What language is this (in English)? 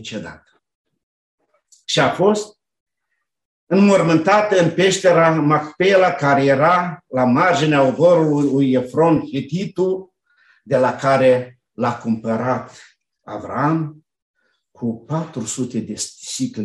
Romanian